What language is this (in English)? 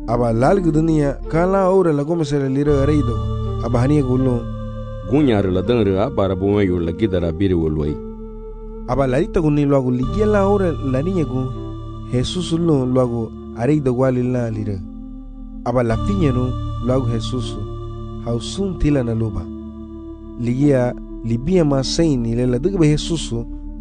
Garifuna